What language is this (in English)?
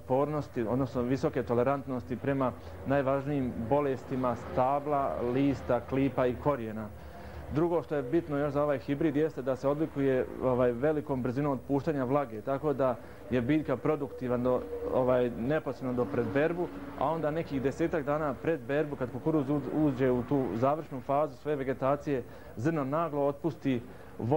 Bosnian